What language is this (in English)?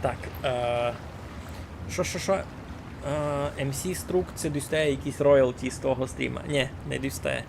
Rusyn